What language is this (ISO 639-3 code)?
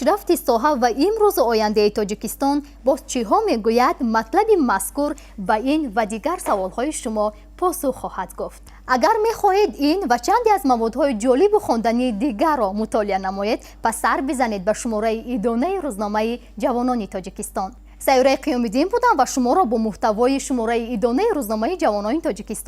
tgk